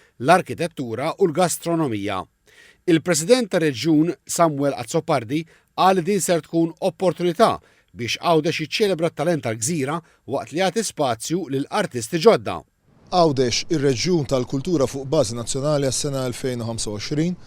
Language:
Maltese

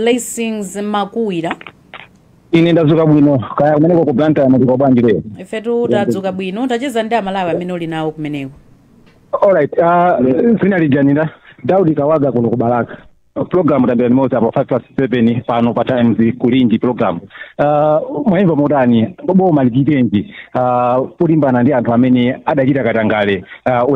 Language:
Nyanja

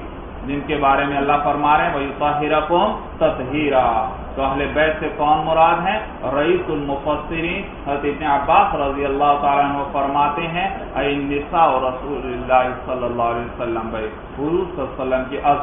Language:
Urdu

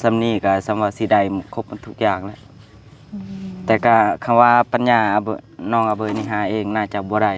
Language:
Lao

